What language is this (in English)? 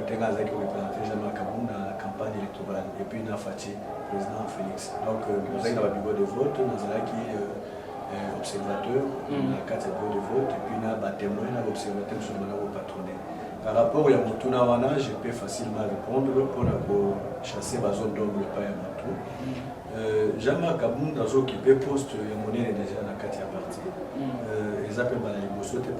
Lingala